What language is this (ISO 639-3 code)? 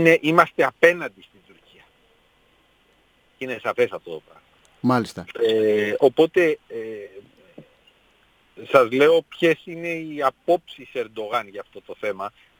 ell